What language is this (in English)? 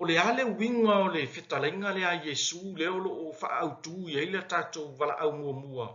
Samoan